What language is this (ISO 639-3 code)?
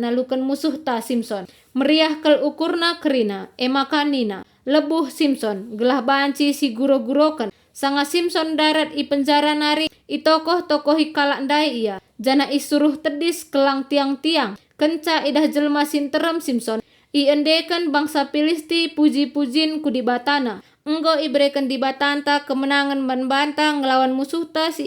btx